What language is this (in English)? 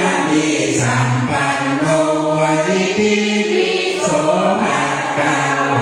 Pali